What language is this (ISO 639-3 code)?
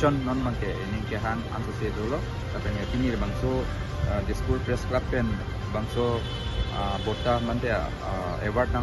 mjw